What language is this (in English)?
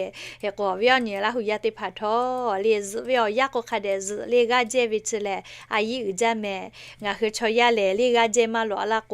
Lahu